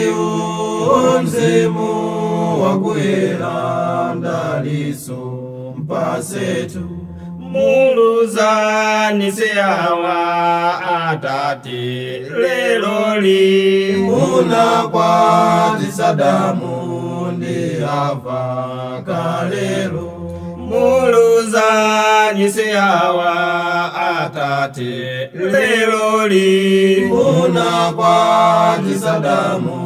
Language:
Nyanja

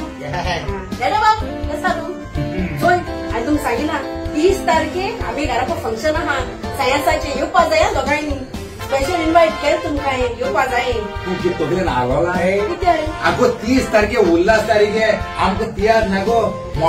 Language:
Konkani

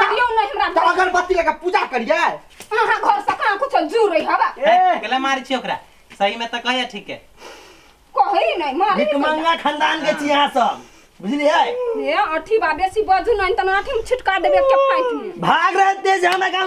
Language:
Maithili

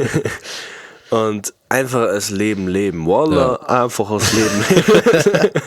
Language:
Bavarian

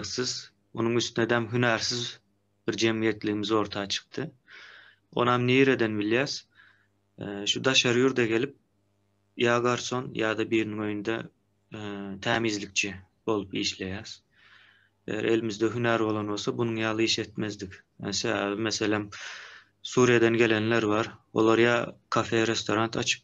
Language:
Turkmen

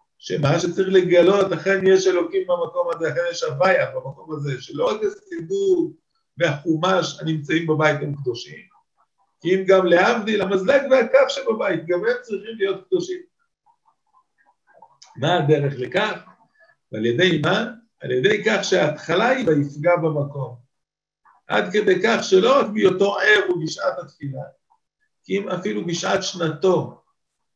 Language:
Hebrew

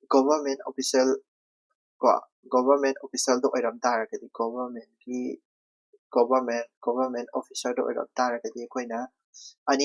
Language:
Manipuri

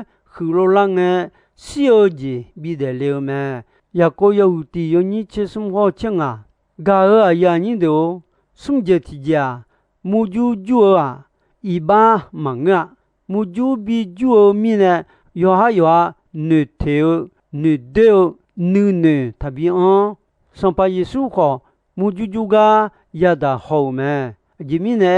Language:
Akha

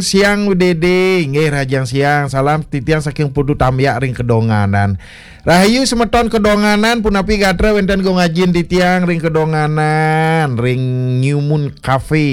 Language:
Balinese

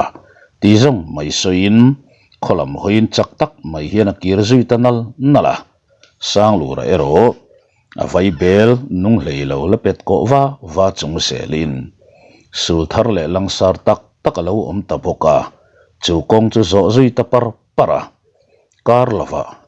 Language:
Mizo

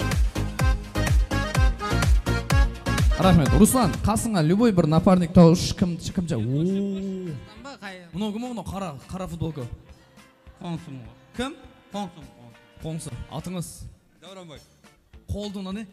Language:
Kara-Kalpak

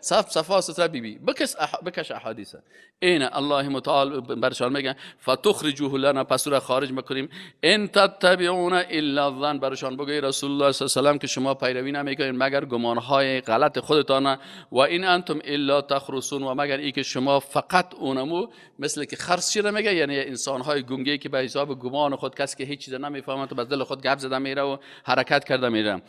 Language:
Persian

